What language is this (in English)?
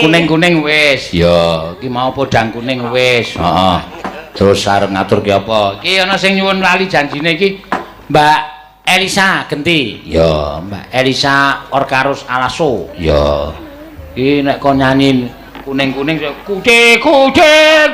Javanese